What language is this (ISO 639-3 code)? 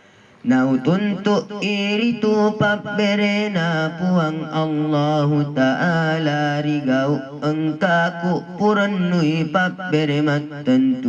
bug